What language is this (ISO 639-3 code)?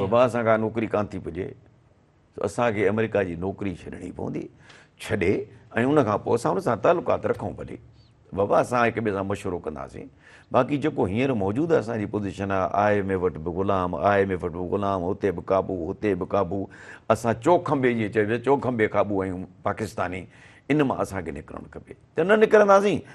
snd